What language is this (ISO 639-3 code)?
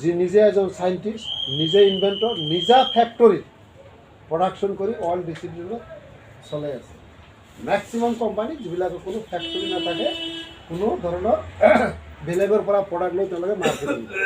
asm